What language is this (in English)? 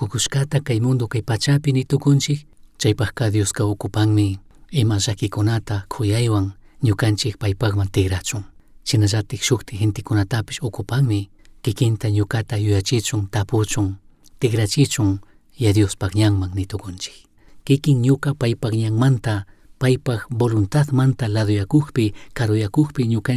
Chimborazo Highland Quichua